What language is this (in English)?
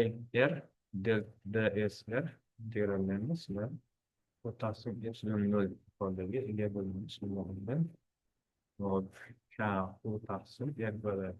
Uzbek